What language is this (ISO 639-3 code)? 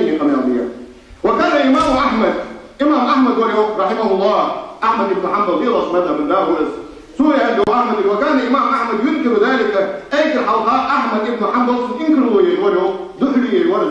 inh